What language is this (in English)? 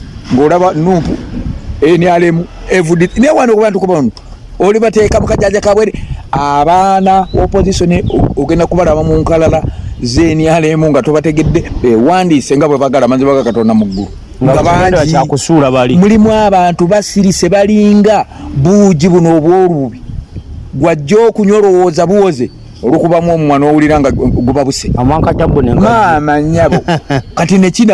Ganda